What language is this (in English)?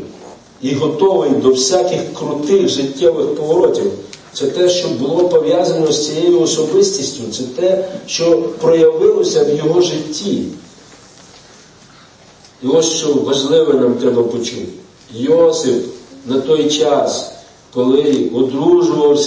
Ukrainian